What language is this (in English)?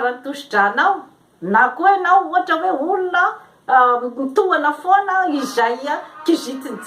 Malagasy